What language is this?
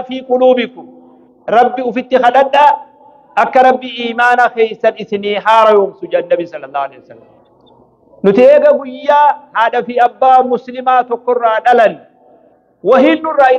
Oromo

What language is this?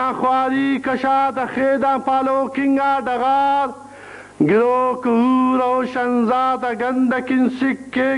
Brahui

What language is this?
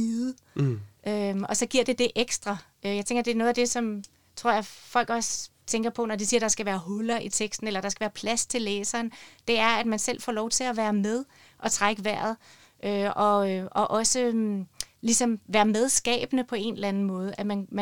Danish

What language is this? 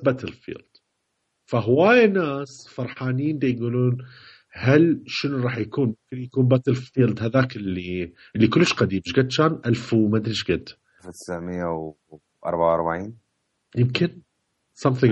Mesopotamian Arabic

